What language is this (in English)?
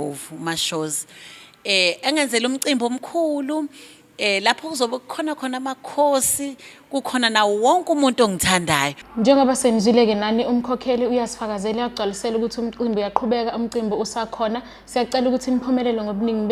Zulu